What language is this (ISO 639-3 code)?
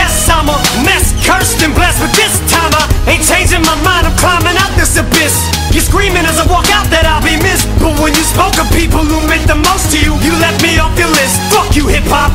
eng